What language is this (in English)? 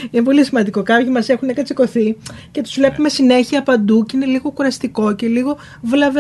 Greek